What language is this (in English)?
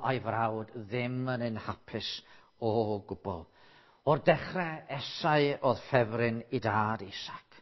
Welsh